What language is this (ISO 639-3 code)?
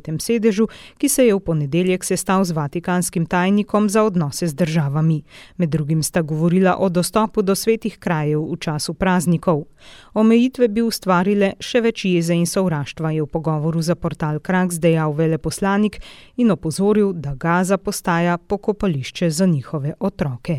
slv